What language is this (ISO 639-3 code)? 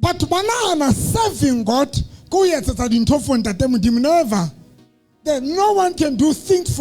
sot